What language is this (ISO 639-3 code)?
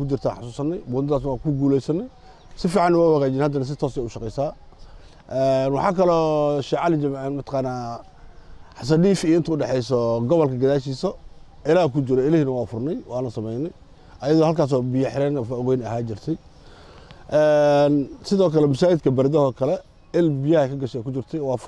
som